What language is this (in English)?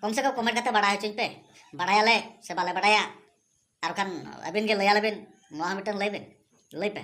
Santali